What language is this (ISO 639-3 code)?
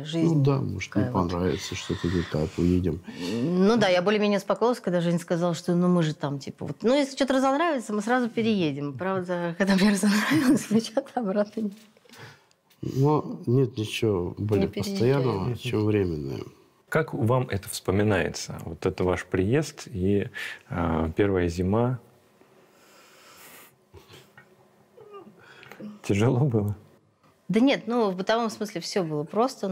rus